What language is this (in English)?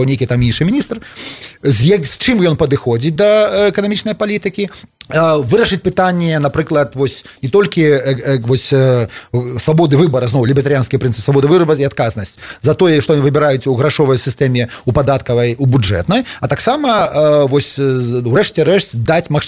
Belarusian